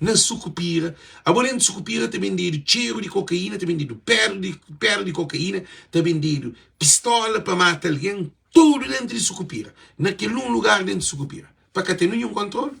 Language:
Kabuverdianu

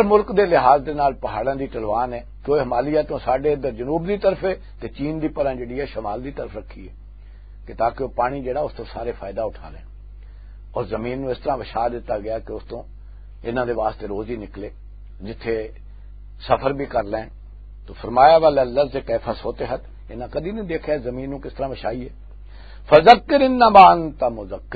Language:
Western Panjabi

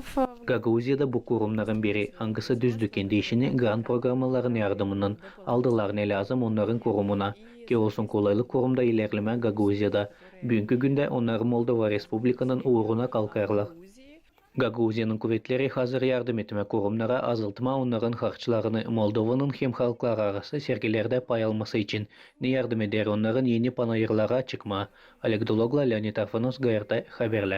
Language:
Gagauz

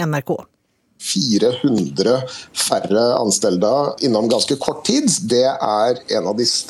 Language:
Swedish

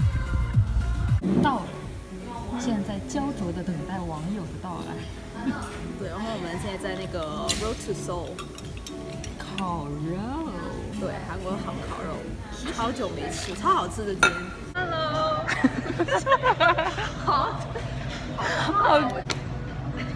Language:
Chinese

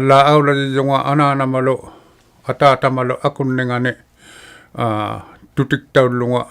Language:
Inuktitut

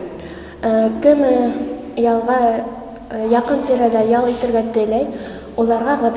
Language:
Bashkir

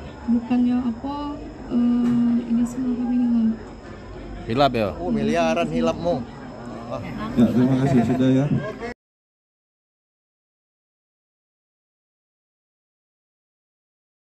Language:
Indonesian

